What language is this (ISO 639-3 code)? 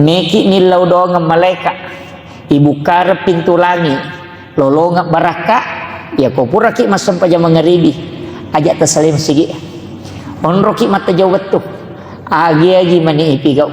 bug